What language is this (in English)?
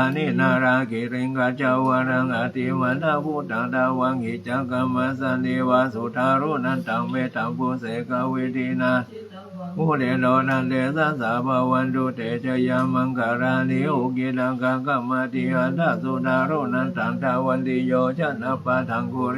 Pali